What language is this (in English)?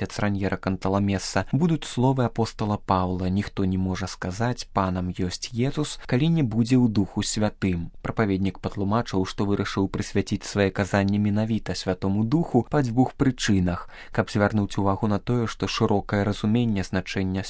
Belarusian